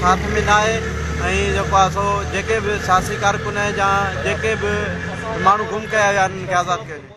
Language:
Sindhi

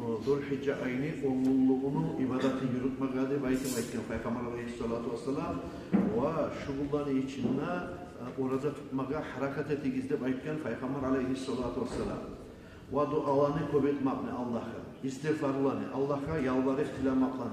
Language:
Kumyk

